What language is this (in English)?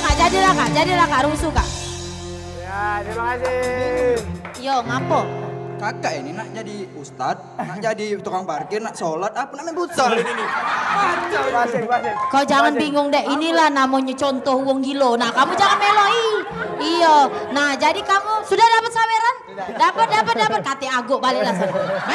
Musi